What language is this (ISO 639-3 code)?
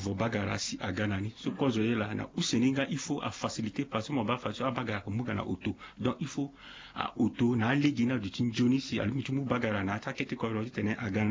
sag